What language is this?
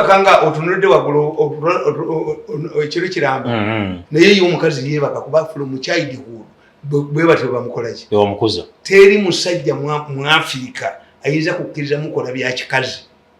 Ganda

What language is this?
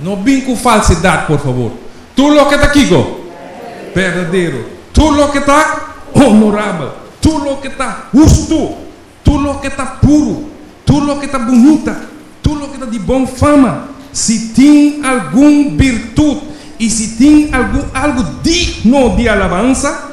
Papiamento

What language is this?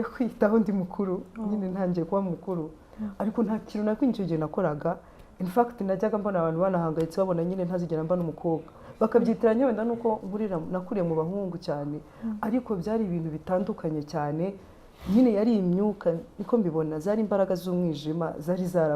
Kinyarwanda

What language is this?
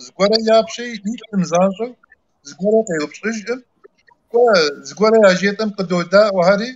Kabardian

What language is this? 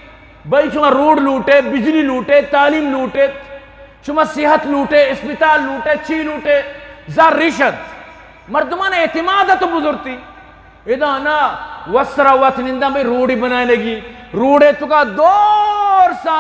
Eastern Balochi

